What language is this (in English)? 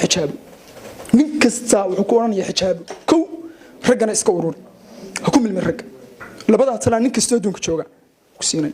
Somali